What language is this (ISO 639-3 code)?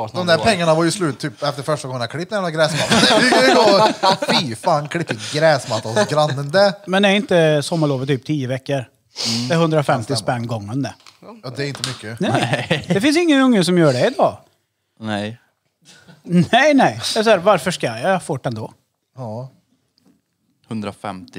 swe